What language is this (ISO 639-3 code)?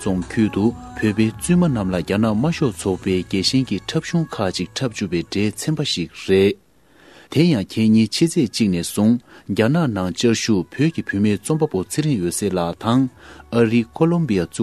bod